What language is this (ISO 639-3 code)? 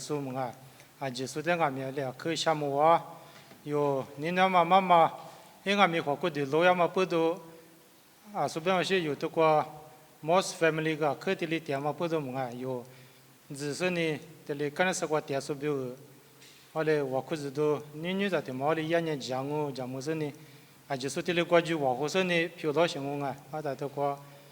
lis